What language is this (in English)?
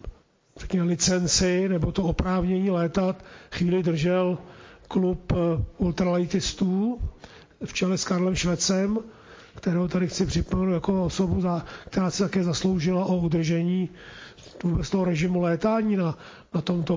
Czech